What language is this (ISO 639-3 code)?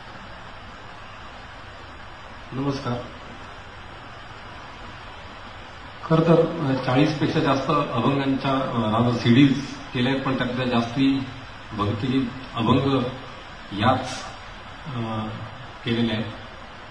mar